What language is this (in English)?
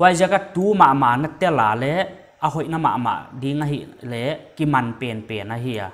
Paite Chin